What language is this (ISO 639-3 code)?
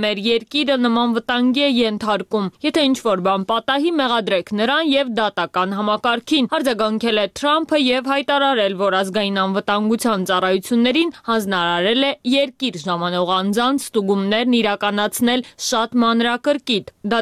hye